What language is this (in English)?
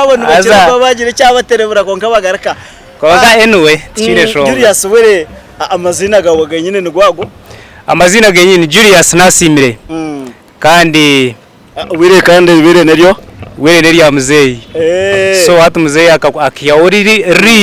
Nyankole